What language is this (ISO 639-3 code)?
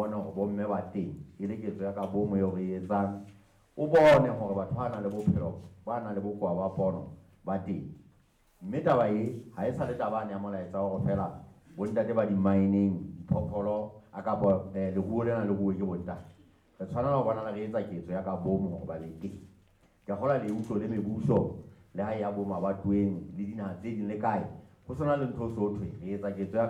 sot